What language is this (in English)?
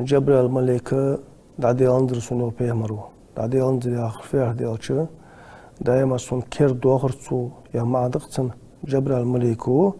Ingush